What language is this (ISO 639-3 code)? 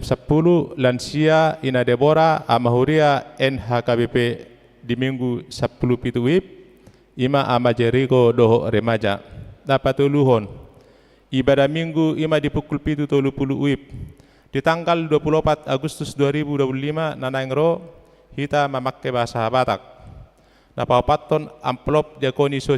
bbc